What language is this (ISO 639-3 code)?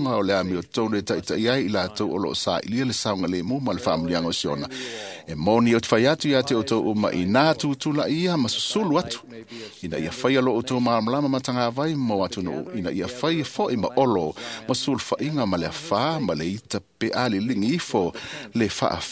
smo